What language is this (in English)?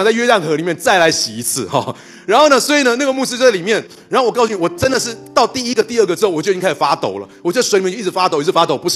Chinese